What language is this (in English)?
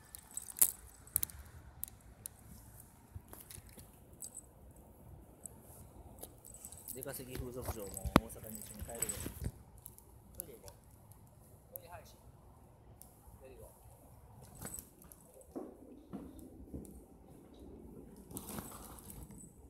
Japanese